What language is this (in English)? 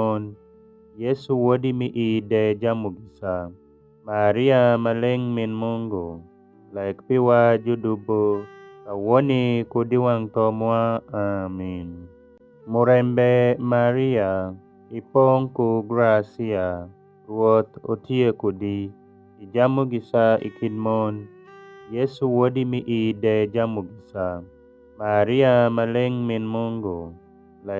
Alur